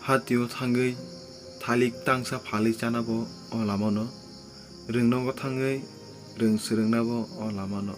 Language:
Kok Borok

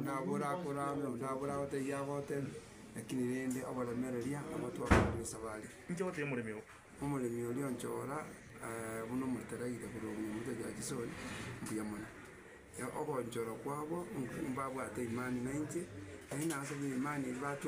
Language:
Gusii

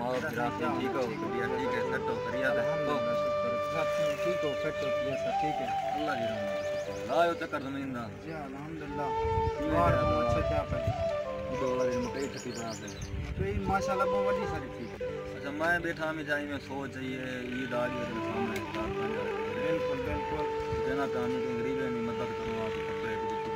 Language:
Saraiki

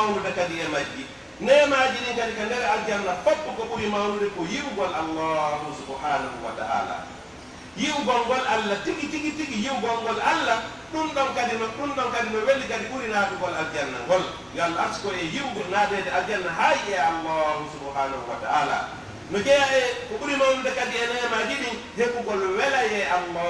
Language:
Pular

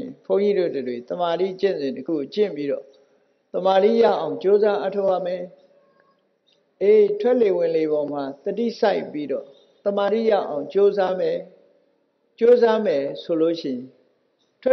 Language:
Burmese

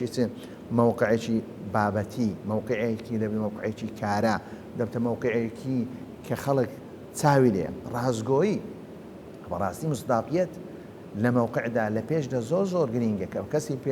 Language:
Central Kurdish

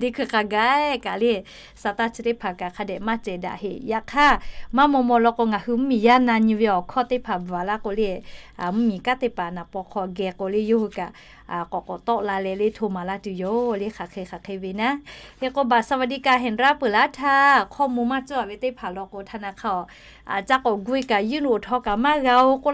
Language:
Lahu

